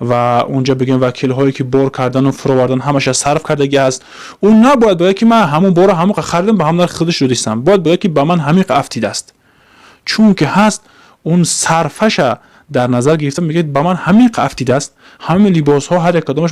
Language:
Tajik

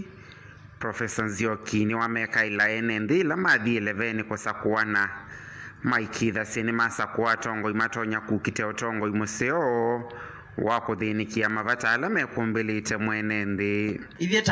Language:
Kamba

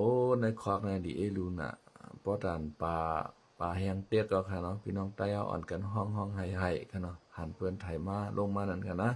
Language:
Shan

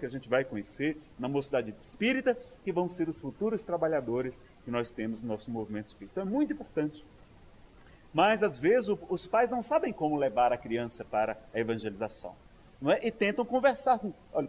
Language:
Portuguese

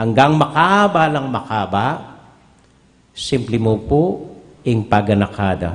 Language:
Pampanga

